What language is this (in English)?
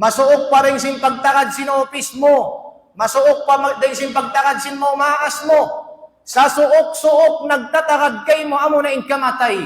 Tausug